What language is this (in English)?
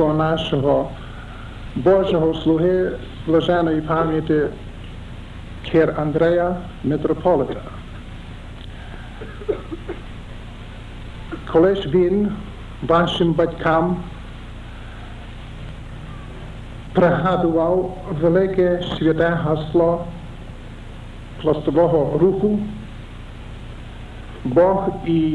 Ukrainian